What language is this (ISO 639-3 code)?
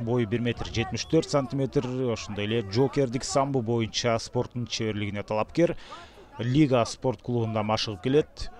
kir